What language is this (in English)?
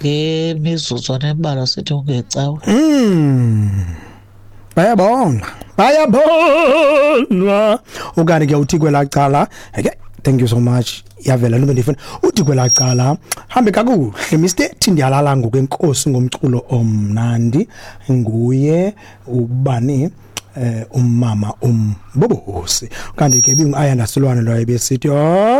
Xhosa